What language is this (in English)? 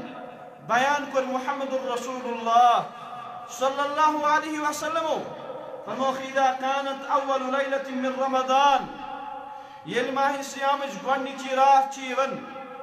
Kashmiri